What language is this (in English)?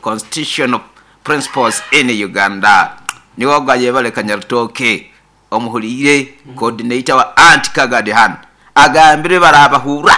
Nyoro